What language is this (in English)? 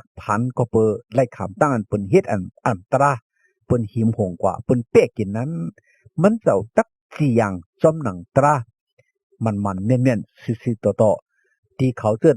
Shan